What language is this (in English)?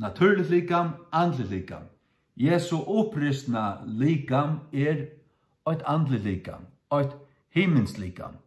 Faroese